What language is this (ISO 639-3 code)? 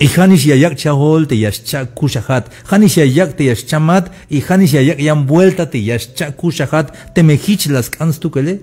tzh